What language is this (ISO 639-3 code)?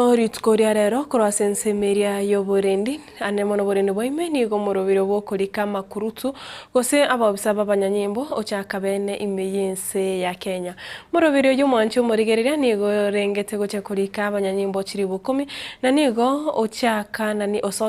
guz